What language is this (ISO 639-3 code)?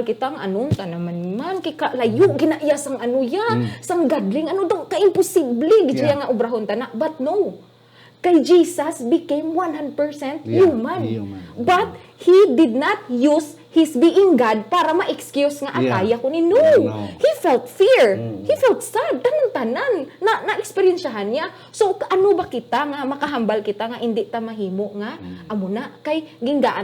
hil